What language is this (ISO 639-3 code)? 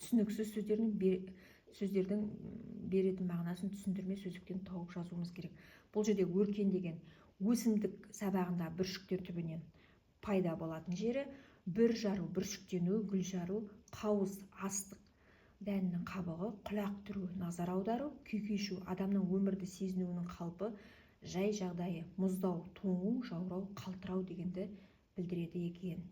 kaz